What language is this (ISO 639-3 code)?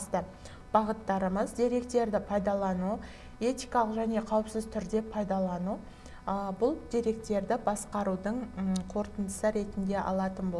kaz